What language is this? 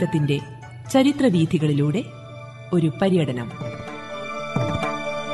Malayalam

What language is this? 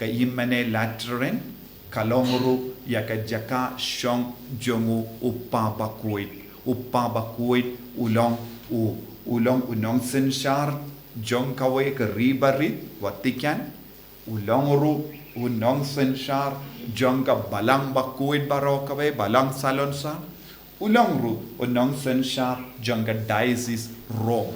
Khasi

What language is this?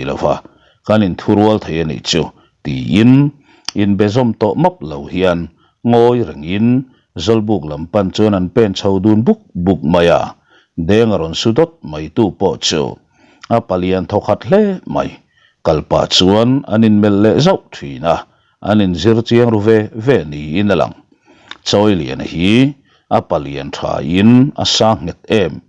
Mizo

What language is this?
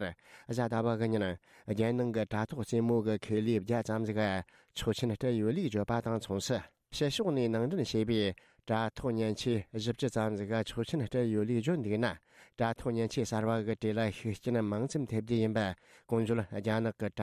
Tibetan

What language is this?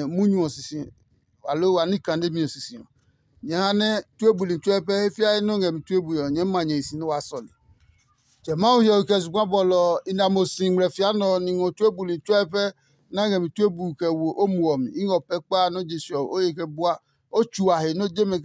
Adangme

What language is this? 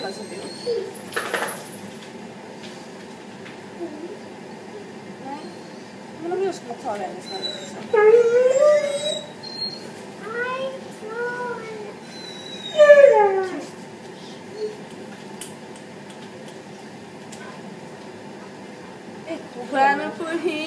Swedish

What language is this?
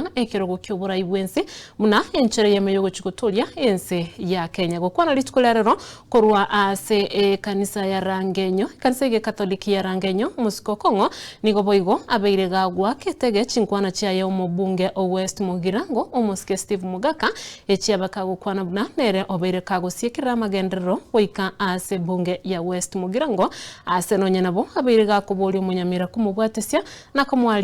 Gusii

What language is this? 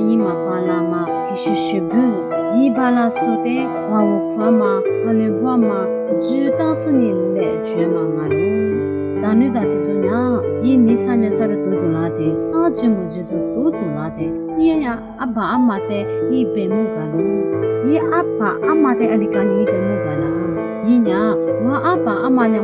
Lisu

